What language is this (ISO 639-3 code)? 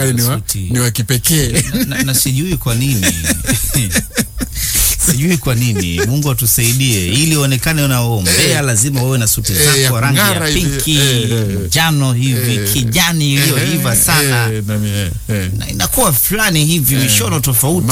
swa